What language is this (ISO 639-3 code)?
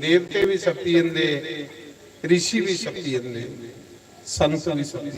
doi